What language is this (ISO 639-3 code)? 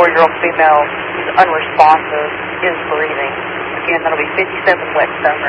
eng